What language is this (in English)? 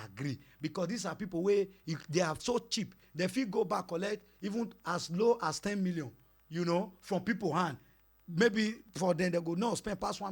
Nigerian Pidgin